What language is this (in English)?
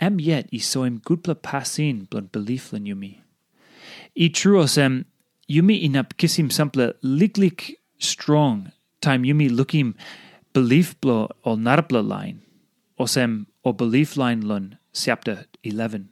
Tok Pisin